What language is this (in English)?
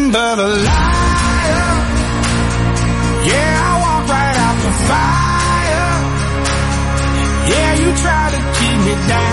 English